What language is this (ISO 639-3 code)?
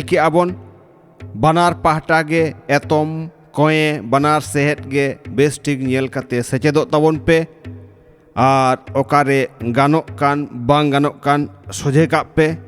sat